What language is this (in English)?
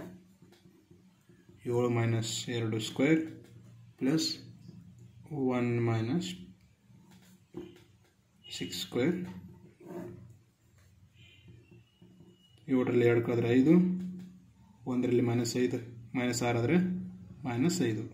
Kannada